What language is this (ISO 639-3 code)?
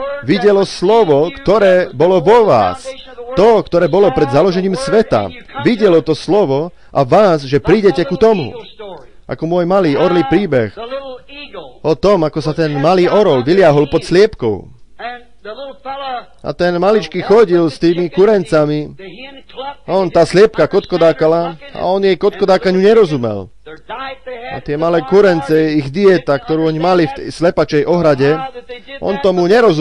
slk